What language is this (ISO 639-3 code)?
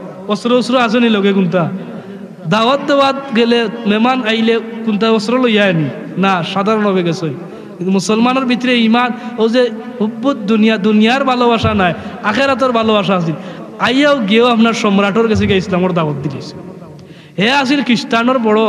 syl